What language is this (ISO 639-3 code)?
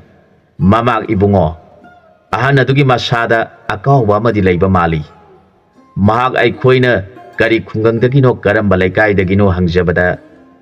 mni